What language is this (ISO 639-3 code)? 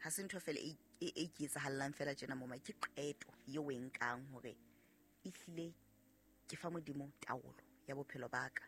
sot